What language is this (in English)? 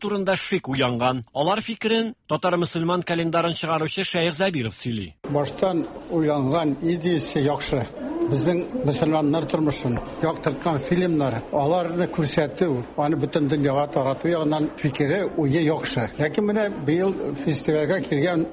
Tatar